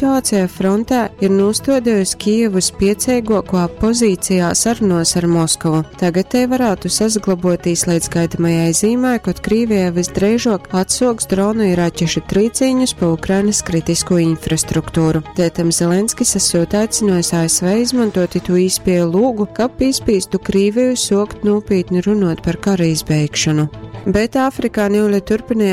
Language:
Latgalian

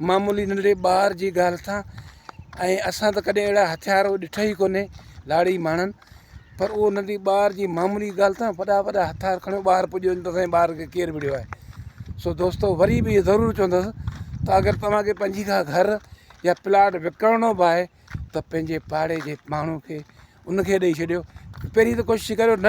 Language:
Sindhi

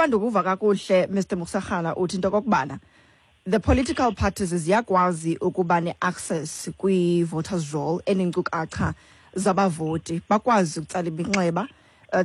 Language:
Xhosa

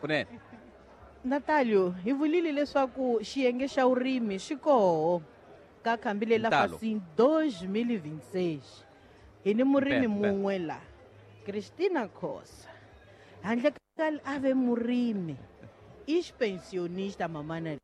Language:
Tsonga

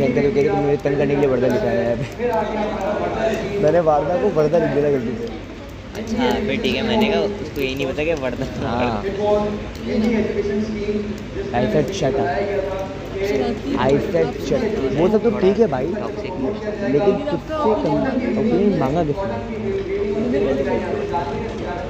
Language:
Hindi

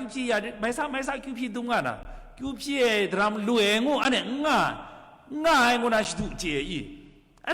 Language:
Kachin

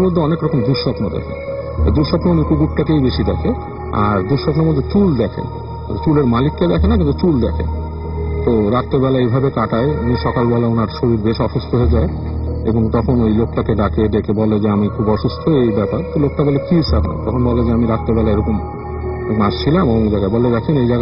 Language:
Bangla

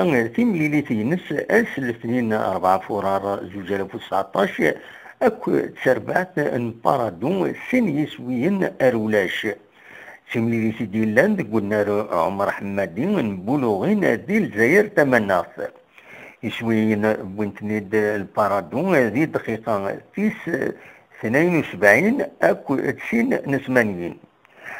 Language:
Kabyle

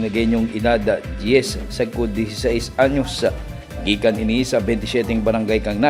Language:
Bikol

